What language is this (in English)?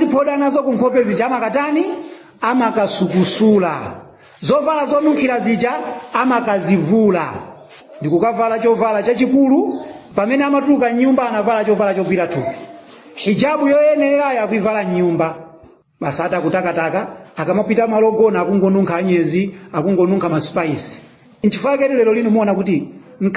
Nyanja